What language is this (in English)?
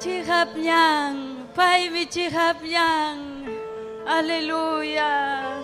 Ayacucho Quechua